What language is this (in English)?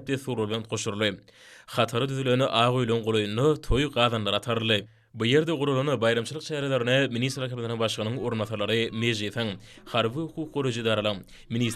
Turkmen